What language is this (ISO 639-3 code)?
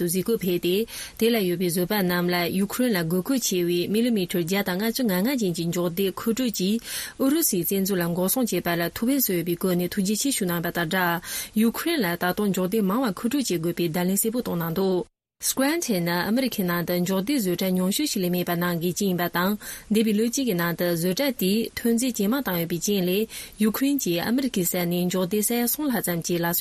bod